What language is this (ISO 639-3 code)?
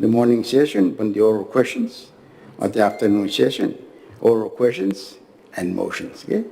gil